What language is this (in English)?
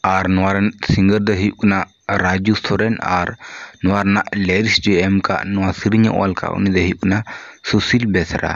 Santali